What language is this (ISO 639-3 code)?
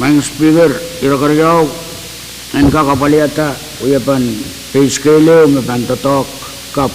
pon